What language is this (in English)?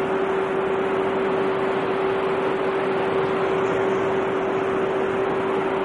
Gujarati